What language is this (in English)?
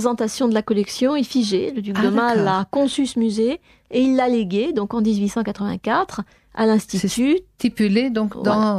French